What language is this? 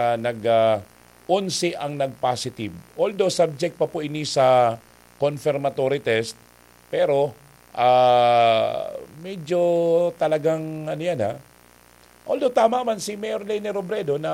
Bikol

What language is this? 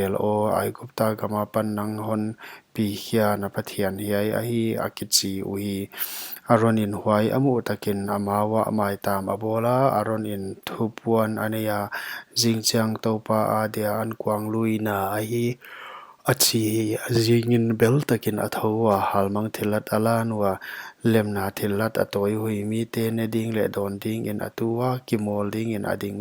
Paite Chin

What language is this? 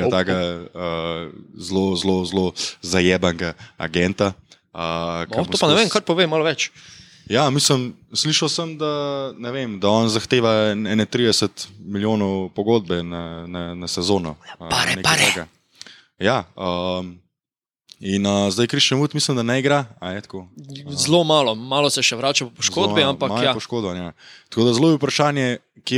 Slovenian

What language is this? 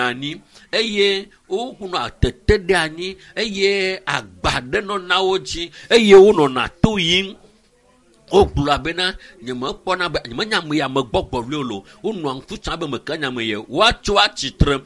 Ewe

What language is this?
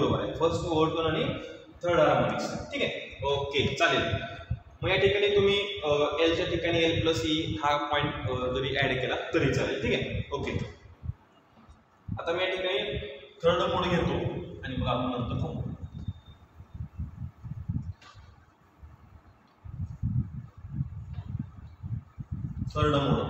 Marathi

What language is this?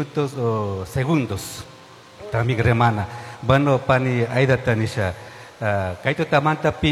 Chimborazo Highland Quichua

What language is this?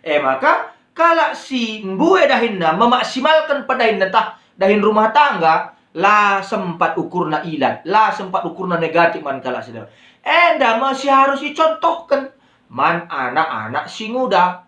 Batak Karo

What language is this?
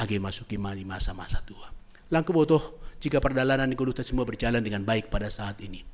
Batak Simalungun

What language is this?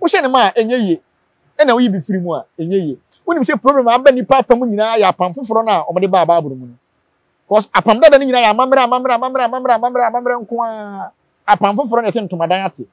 Akan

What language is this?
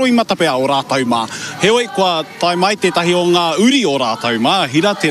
Māori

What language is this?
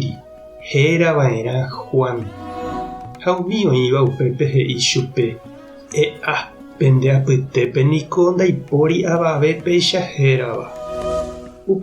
Guarani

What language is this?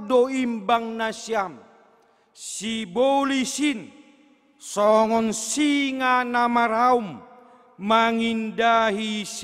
Batak Simalungun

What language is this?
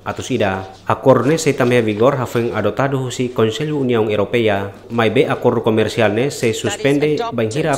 Tetum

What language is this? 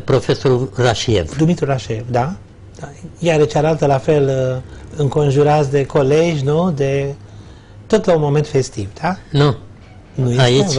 Romanian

